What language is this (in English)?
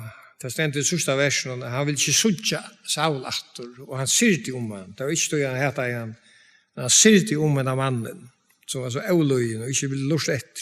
Faroese